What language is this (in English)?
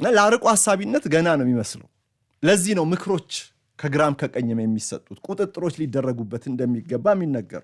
Amharic